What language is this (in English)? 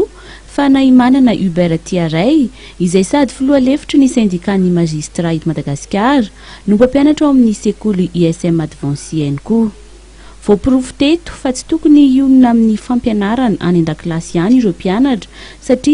Malagasy